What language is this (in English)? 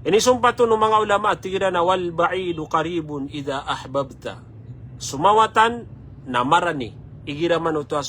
Maranao